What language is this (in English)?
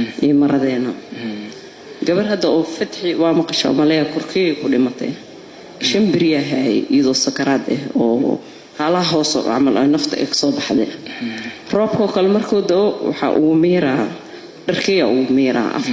Somali